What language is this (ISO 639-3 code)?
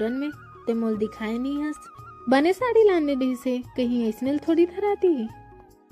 hne